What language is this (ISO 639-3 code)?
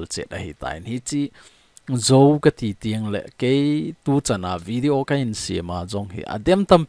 tcz